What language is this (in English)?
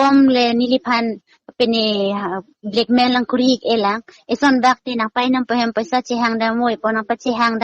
Karbi